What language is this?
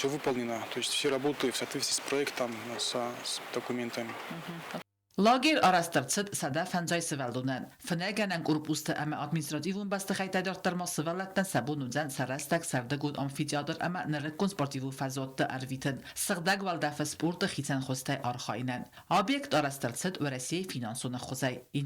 Ossetic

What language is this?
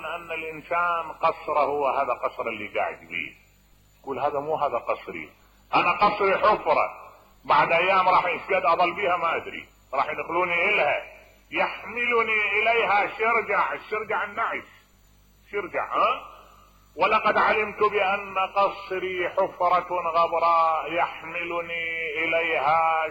Mesopotamian Arabic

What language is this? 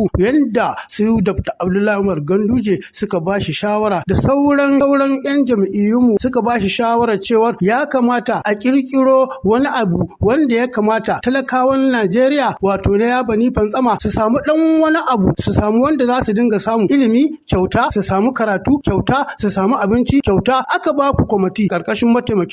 Hausa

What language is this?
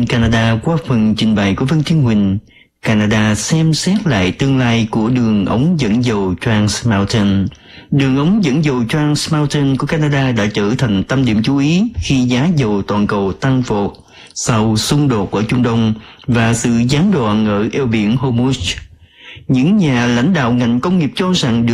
Vietnamese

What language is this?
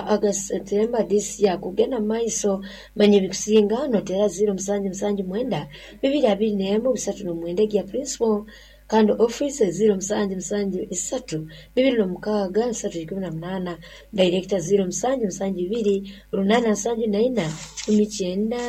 Nyoro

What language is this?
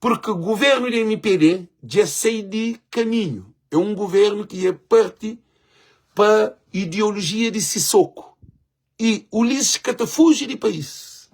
Kabuverdianu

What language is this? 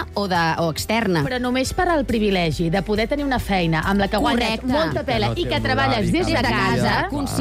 Catalan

